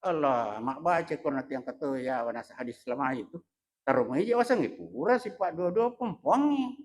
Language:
Buginese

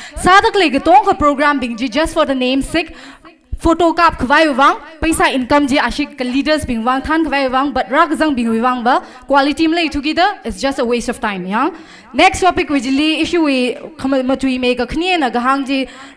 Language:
Tangkhul Naga (India)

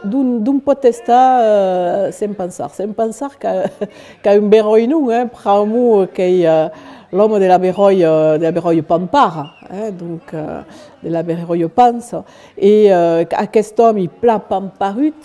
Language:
Occitan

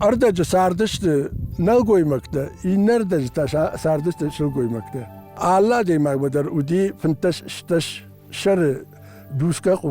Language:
Ossetic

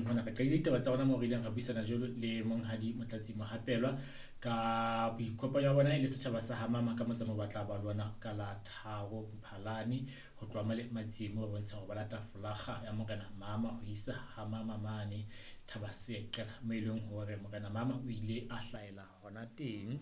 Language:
Southern Sotho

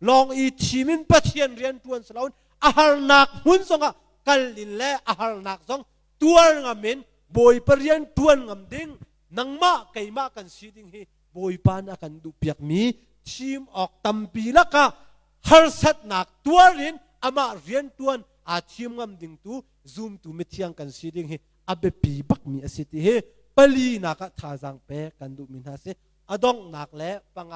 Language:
Hakha Chin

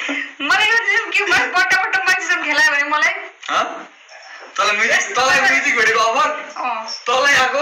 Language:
Nepali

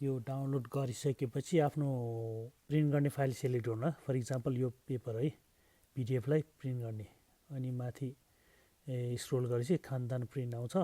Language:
Nepali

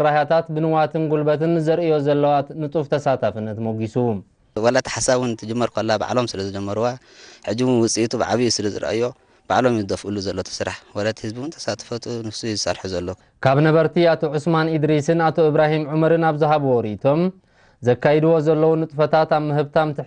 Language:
Tigrinya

